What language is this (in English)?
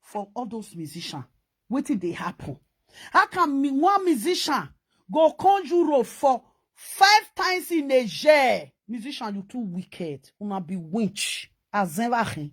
Nigerian Pidgin